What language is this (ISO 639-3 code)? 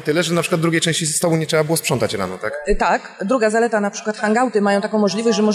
pol